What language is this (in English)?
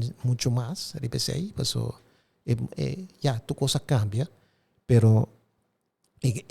Papiamento